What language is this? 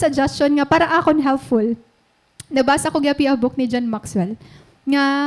Waray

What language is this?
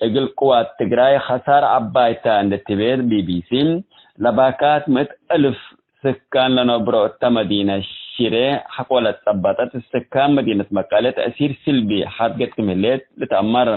Tigre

